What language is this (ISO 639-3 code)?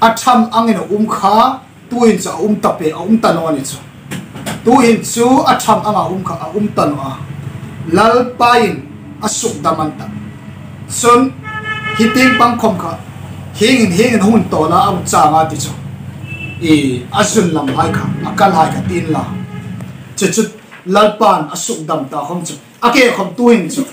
hmr